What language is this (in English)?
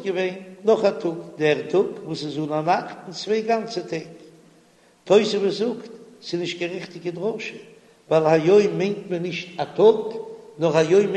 Yiddish